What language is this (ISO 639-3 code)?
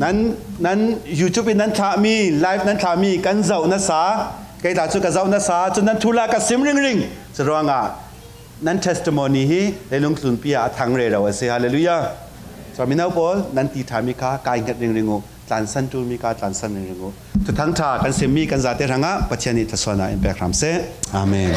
cfm